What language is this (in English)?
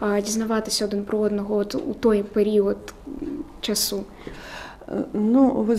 Ukrainian